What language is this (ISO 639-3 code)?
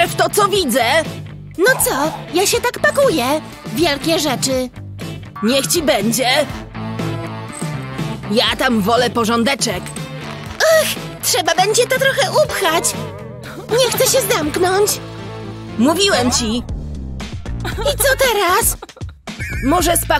pol